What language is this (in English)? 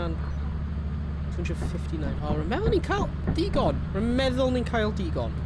Welsh